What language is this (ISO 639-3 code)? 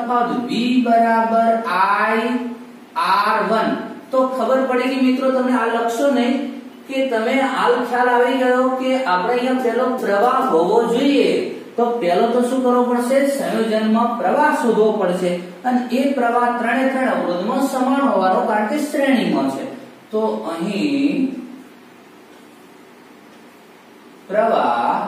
guj